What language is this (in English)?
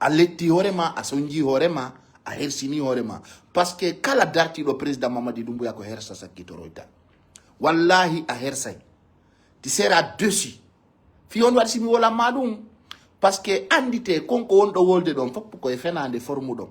Fula